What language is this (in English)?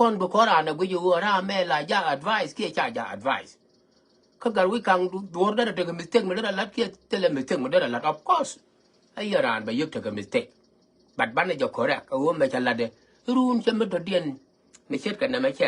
Nuer